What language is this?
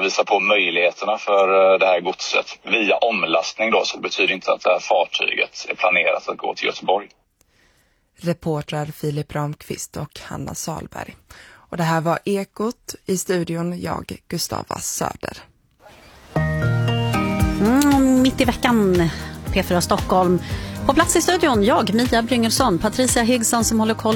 Swedish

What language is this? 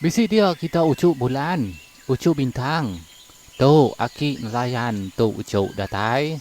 Iban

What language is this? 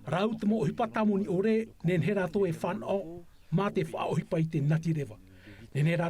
Tahitian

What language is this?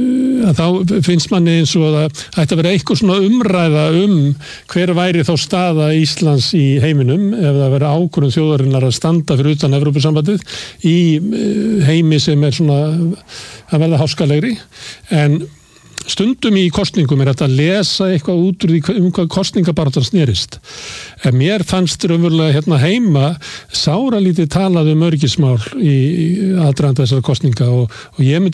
Icelandic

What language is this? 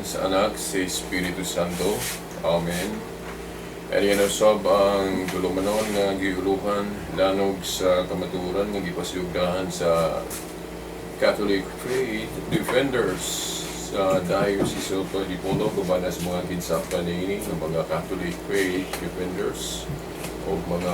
Cebuano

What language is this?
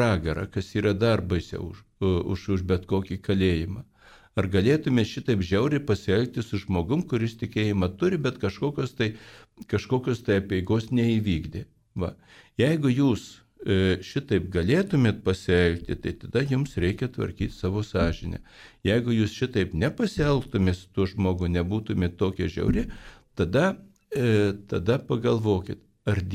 Lithuanian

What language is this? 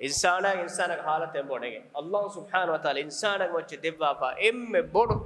Divehi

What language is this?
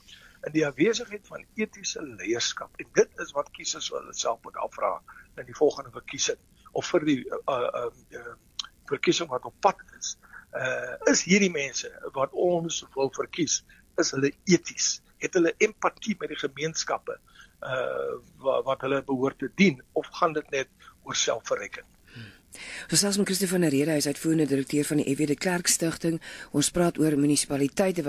Afrikaans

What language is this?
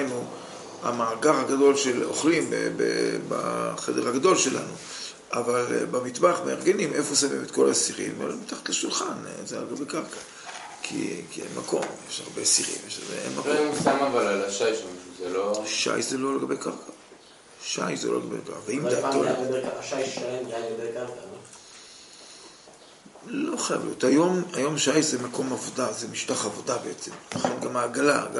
Hebrew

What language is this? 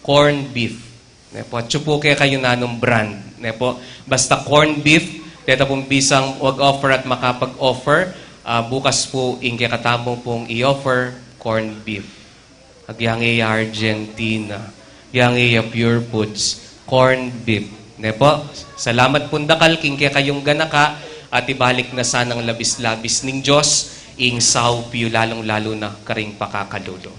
Pampanga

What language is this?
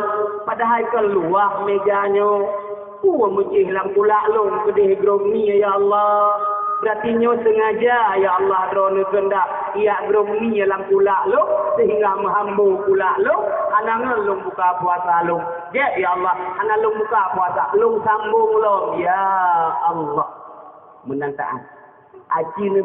Achinese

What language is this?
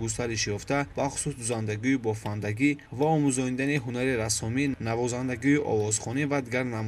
Tajik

